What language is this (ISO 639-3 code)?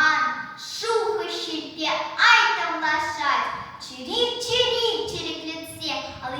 chv